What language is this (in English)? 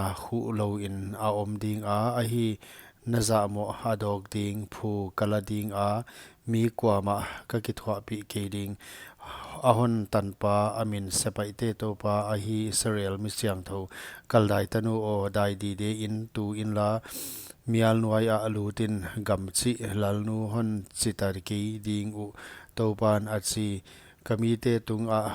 Paite Chin